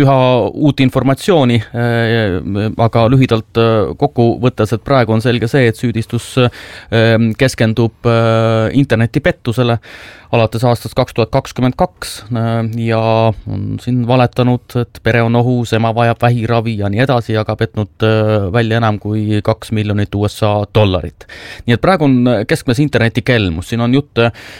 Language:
Estonian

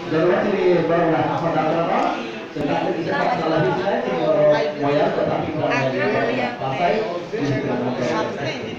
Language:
Kok Borok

